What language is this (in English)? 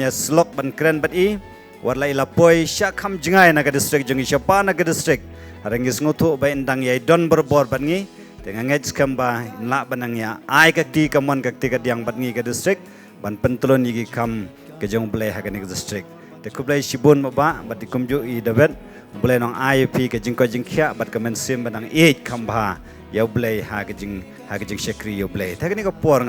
Khasi